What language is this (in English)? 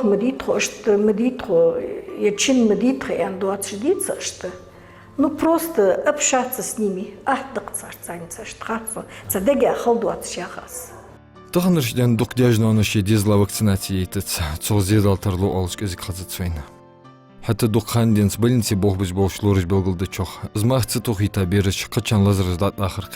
Ingush